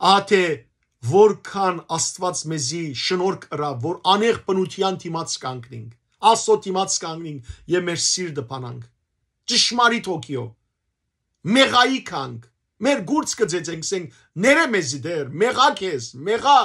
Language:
Western Armenian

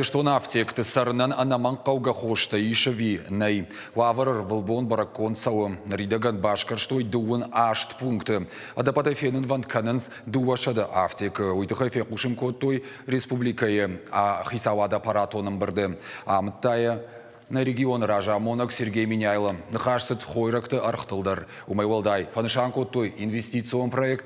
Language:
Ossetic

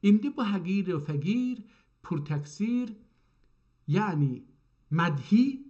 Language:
South Azerbaijani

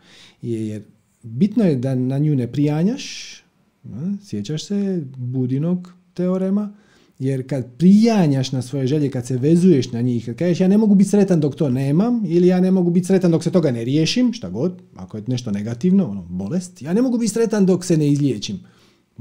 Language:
Croatian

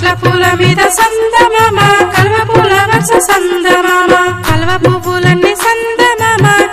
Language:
Telugu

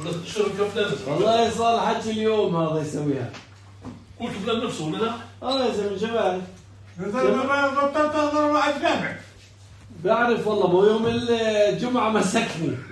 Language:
North Levantine Arabic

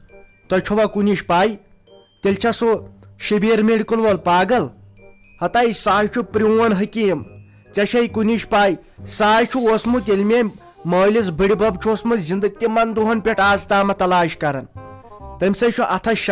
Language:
Kashmiri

